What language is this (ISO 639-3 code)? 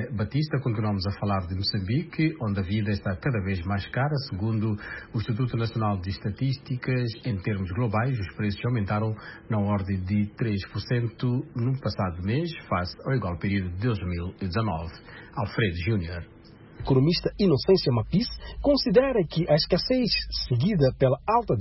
por